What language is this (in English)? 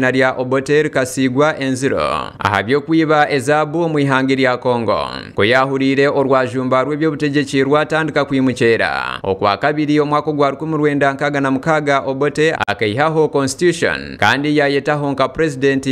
Nyankole